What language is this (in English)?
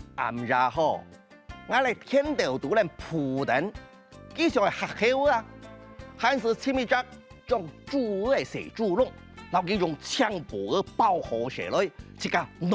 Hakka Chinese